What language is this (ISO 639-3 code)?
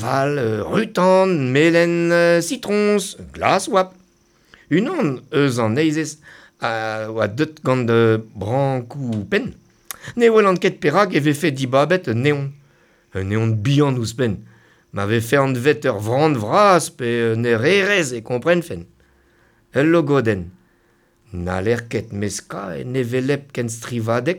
bre